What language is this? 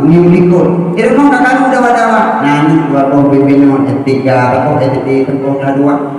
Achinese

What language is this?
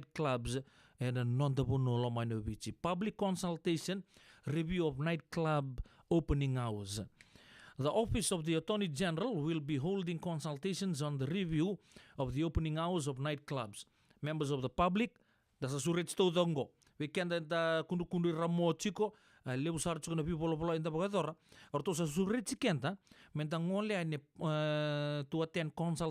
Fijian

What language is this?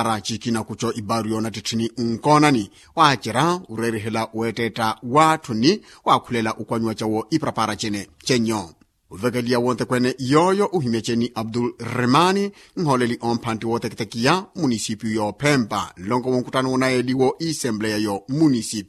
Makhuwa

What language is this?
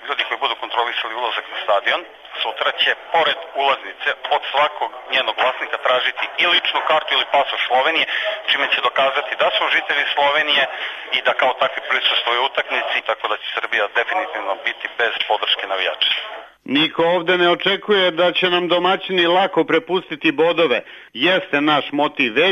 Serbian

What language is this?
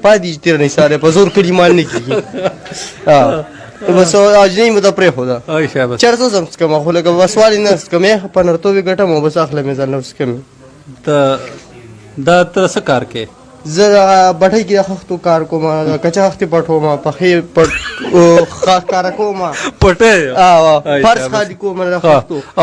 Pashto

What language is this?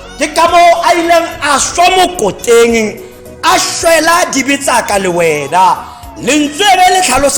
Tswana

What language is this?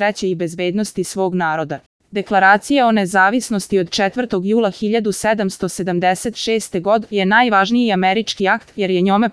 Serbian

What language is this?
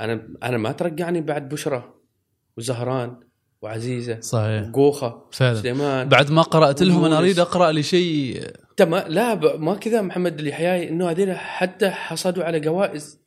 Gulf Arabic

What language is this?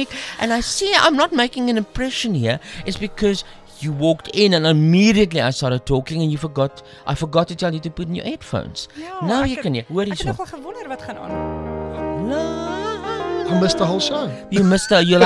Afrikaans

